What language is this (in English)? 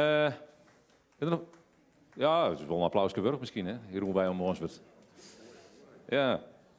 Dutch